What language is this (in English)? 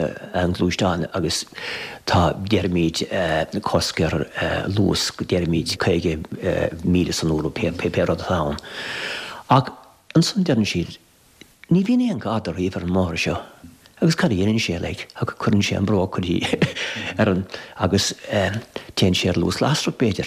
Irish